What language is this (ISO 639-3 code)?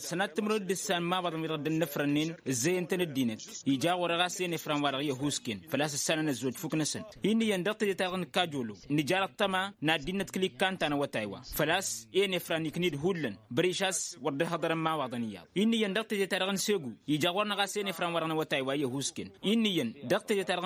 taq